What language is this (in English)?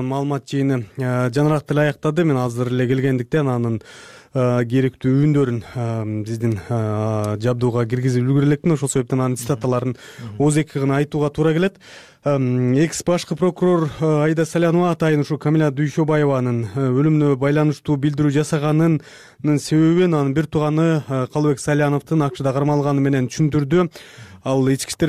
Kyrgyz